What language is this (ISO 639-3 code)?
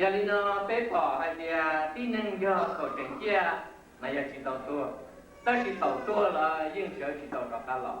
hmn